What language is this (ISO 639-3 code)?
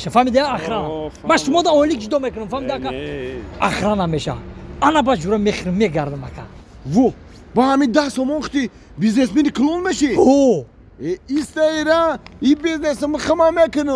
tgk